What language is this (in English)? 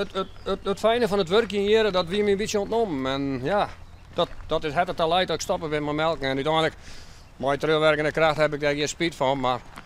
Western Frisian